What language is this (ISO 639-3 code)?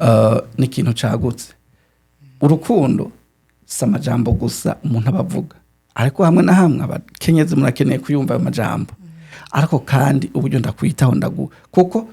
run